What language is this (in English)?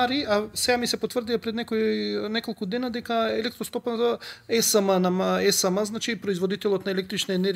Macedonian